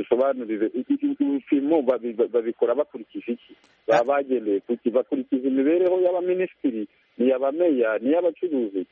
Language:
Kinyarwanda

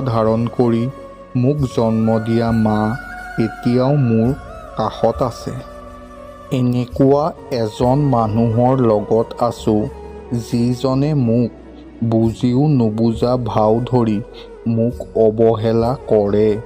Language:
Assamese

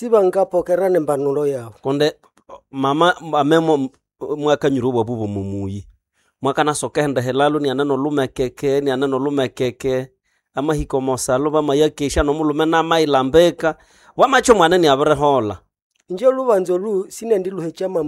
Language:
Nande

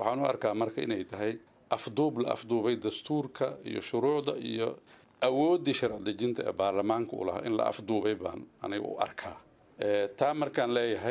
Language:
Somali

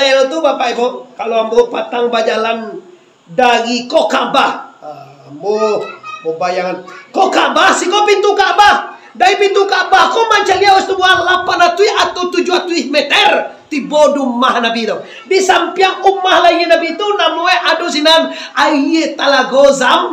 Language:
Minangkabau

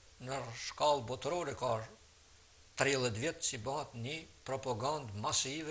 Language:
Albanian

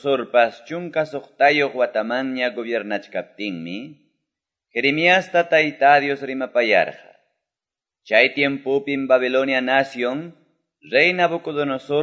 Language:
Quechua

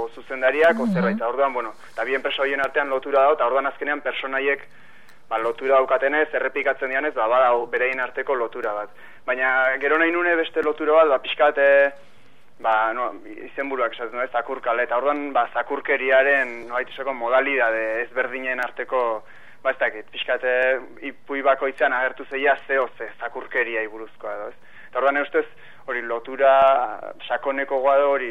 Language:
Basque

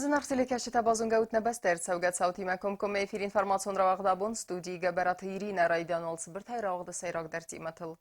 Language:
Ossetic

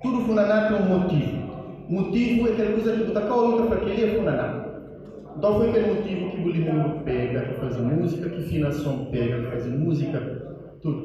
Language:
Kabuverdianu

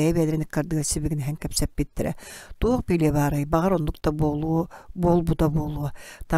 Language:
Yakut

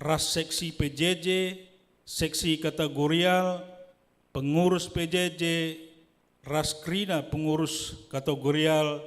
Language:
Batak Karo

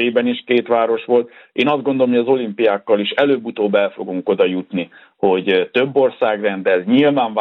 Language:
Hungarian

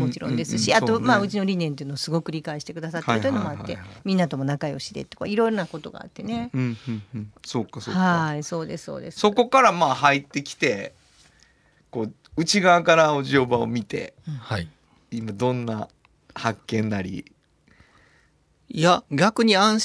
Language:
Japanese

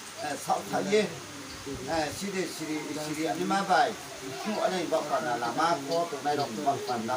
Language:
Riang (India)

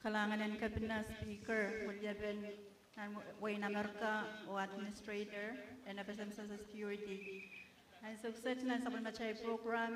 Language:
Pohnpeian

